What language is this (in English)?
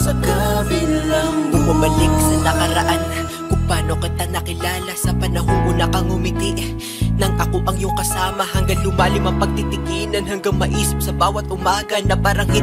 Filipino